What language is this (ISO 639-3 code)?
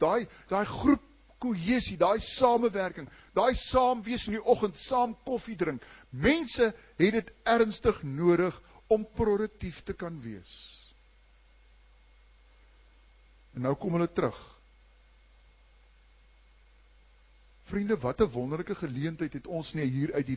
afr